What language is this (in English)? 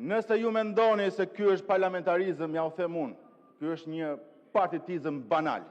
Albanian